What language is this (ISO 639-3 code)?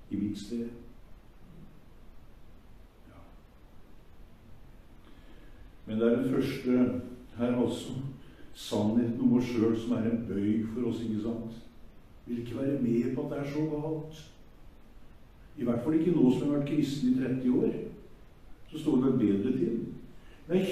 nor